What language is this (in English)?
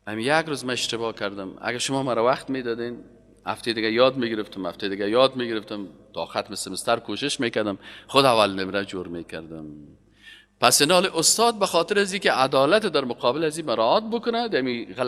Persian